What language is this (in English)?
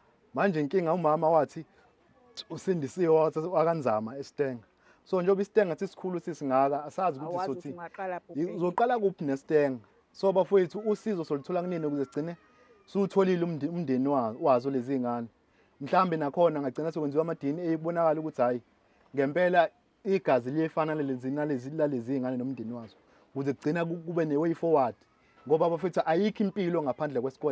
Zulu